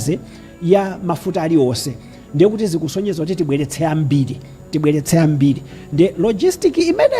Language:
Nyanja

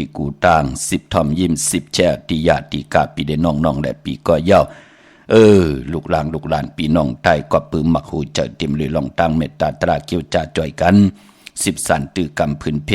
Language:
Shan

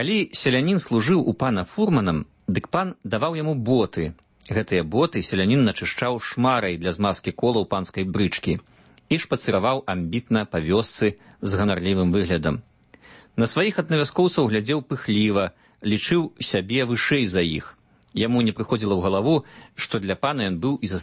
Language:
Belarusian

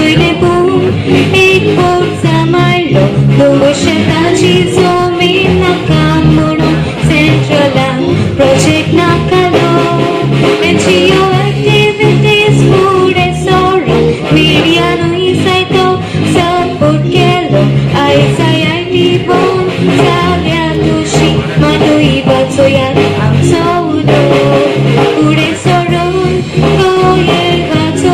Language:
Konkani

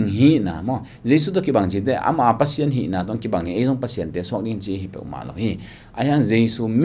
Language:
Tedim Chin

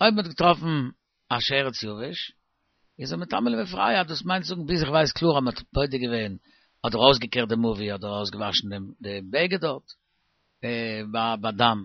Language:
Yiddish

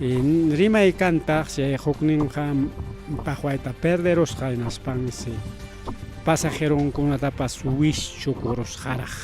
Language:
Ayacucho Quechua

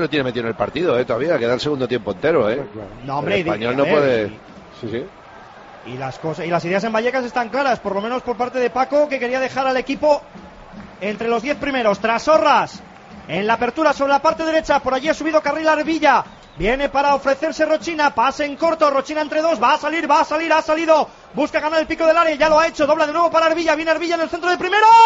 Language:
Spanish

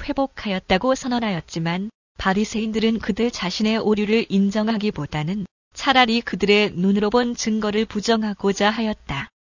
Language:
Korean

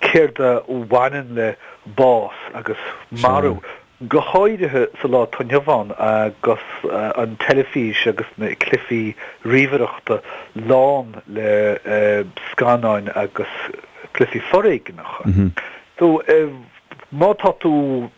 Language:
Irish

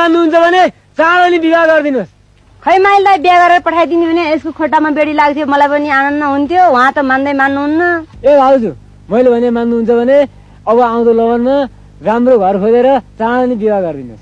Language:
Nepali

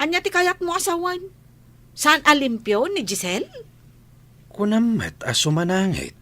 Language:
Iloko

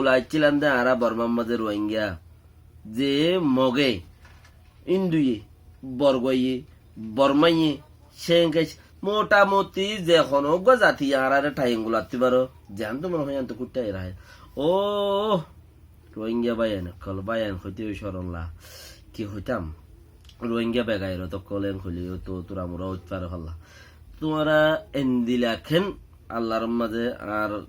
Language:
Rohingya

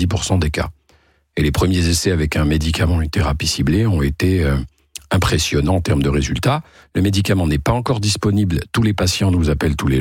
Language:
French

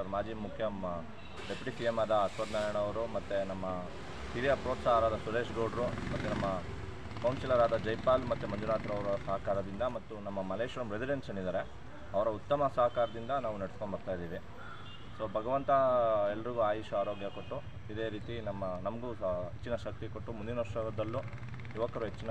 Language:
Kannada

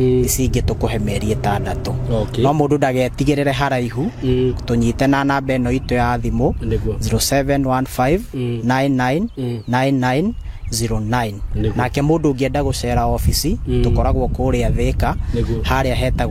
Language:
Kikuyu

